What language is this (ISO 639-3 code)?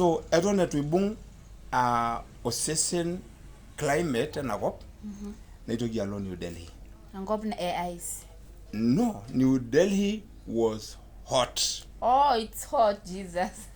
mas